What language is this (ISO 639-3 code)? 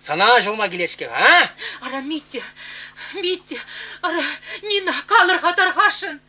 chv